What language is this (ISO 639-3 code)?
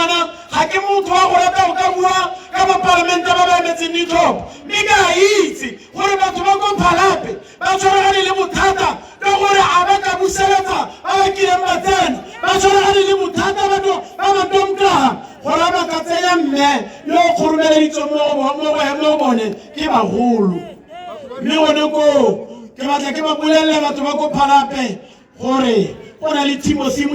tsn